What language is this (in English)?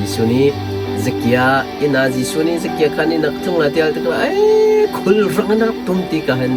Hakha Chin